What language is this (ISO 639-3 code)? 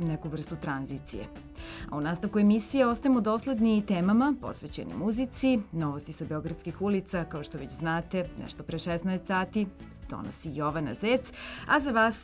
srp